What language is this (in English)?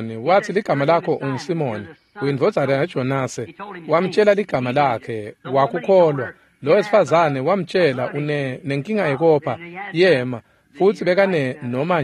Swati